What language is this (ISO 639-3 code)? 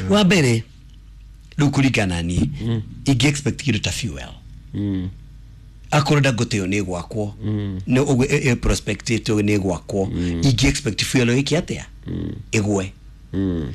kik